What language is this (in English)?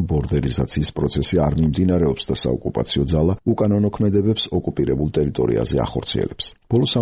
Georgian